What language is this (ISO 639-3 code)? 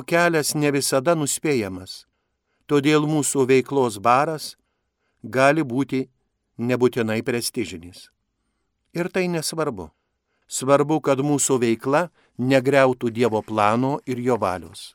lit